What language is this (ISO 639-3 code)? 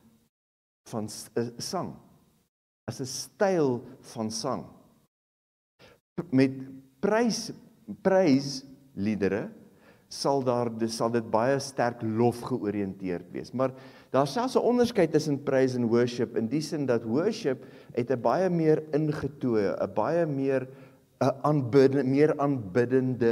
afr